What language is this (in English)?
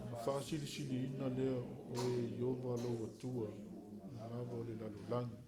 Samoan